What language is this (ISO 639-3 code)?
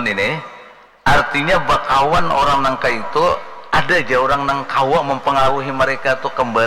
bjn